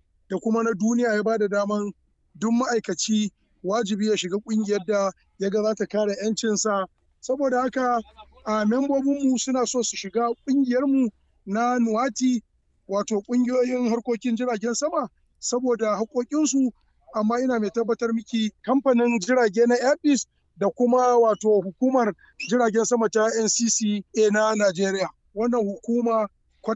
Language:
Hausa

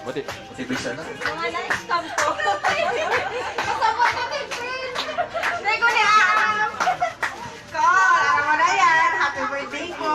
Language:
Bikol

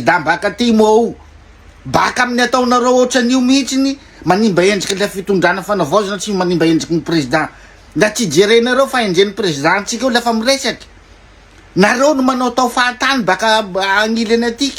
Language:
Malagasy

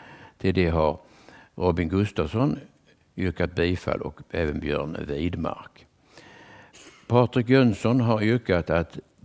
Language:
Swedish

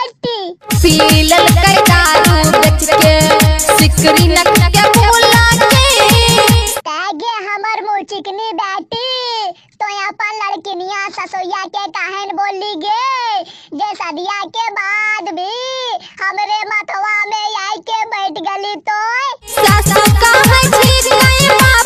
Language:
Maithili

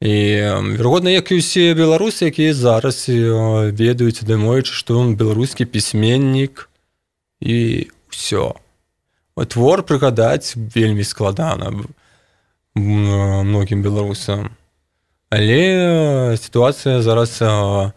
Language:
Belarusian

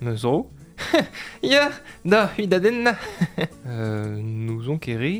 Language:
Breton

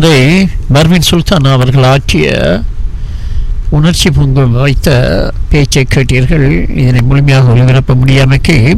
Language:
Tamil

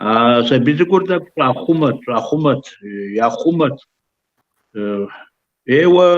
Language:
Kabardian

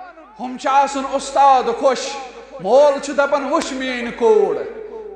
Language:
Kashmiri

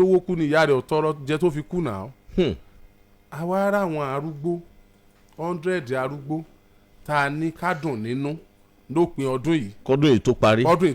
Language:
Yoruba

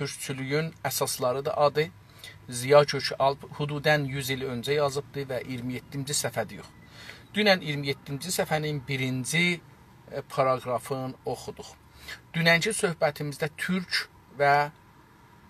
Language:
South Azerbaijani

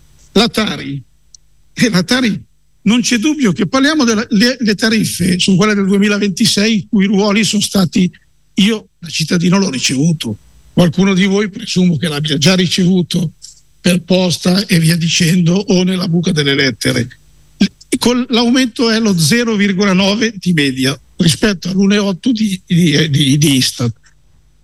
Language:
Italian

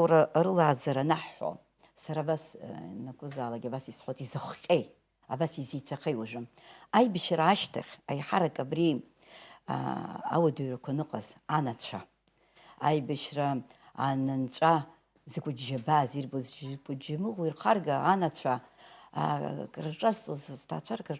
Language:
Abkhazian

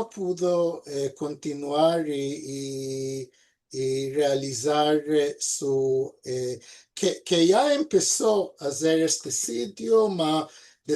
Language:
Ladino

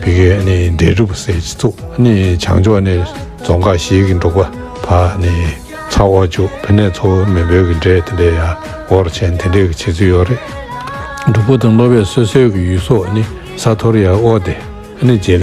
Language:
Tibetan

